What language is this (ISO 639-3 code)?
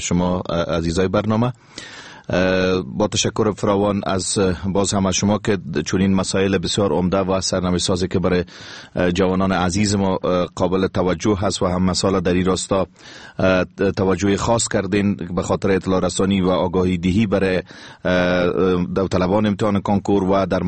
fas